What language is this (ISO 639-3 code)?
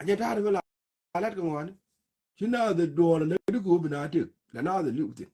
nus